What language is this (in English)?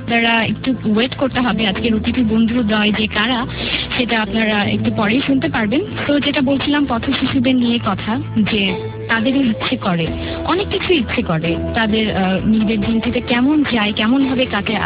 Bangla